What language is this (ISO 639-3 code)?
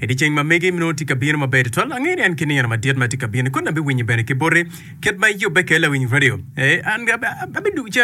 ach